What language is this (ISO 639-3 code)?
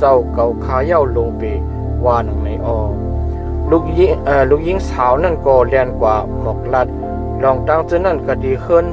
shn